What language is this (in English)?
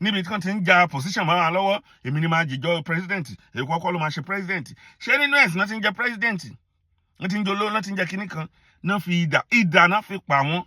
Yoruba